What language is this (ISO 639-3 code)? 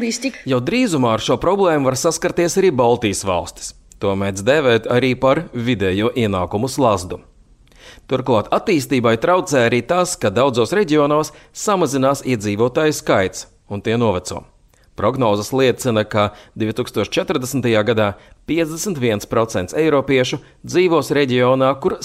lav